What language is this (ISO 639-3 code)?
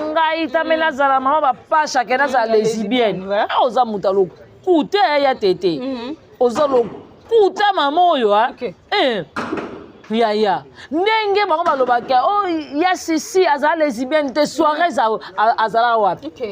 lin